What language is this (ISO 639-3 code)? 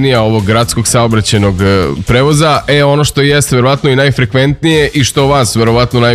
srp